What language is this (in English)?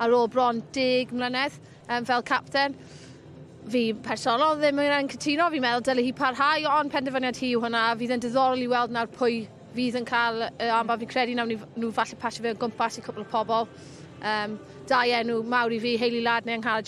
Welsh